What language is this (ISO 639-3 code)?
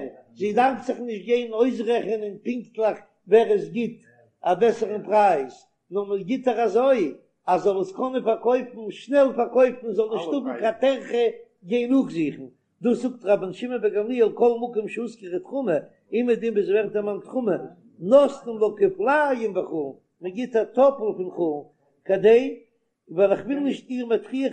yid